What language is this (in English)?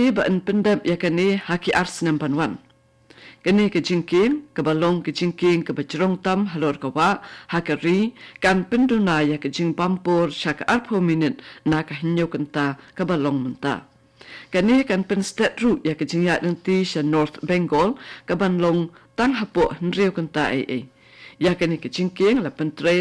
Khasi